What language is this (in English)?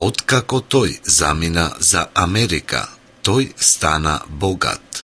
Macedonian